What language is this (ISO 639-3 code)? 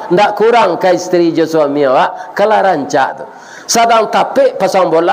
min